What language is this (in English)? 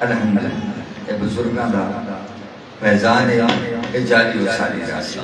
Saraiki